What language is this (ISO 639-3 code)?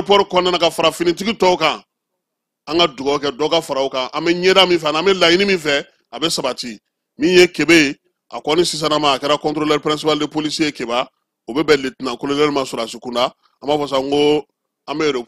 bam